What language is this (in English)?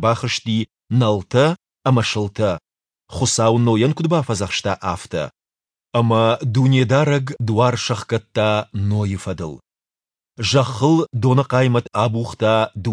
Ossetic